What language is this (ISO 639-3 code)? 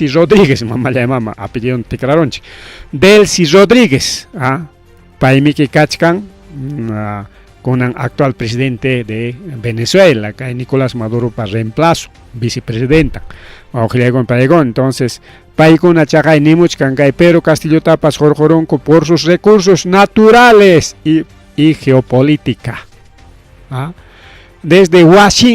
quy